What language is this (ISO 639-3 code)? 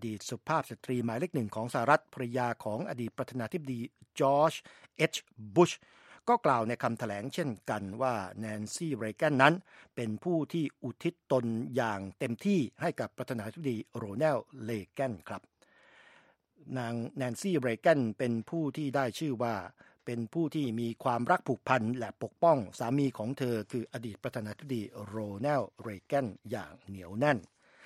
tha